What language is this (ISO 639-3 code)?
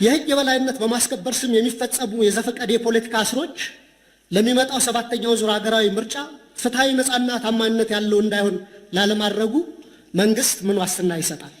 amh